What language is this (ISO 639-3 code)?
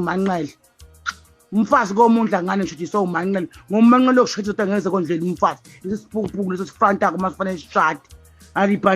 zul